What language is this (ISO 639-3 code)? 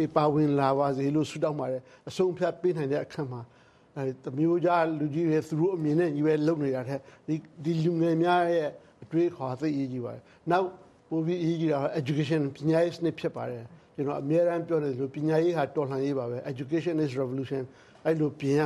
mya